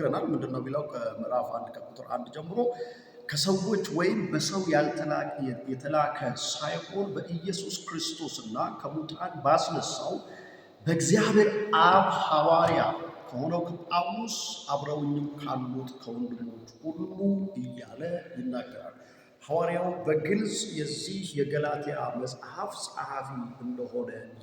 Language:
Amharic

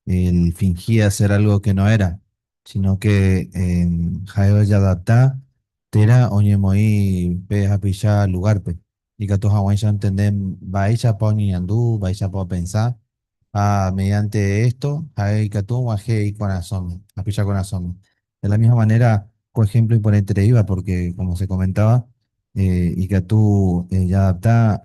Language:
Guarani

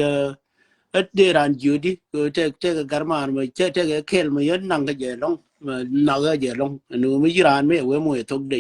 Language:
Nuer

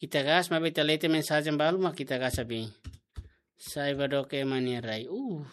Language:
Tetum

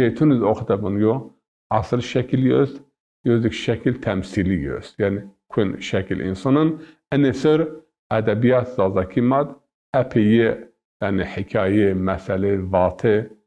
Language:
Zaza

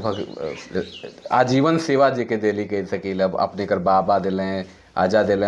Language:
Sadri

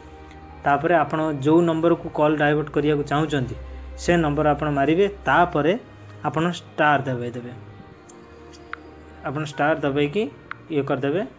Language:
Odia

